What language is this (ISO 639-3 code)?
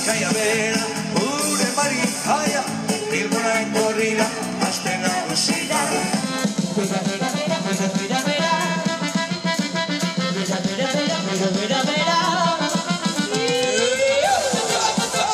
eus